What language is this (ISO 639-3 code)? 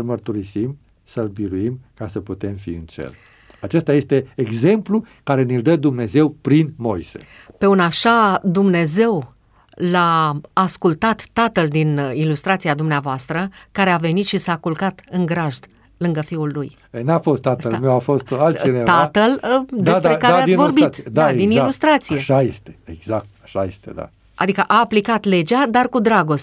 ron